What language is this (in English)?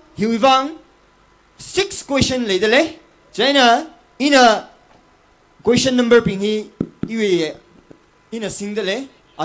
Tangkhul Naga (India)